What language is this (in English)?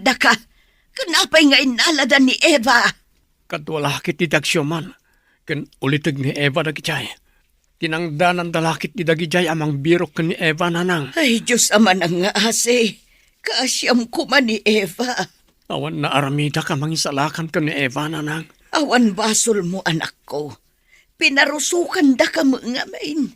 Iloko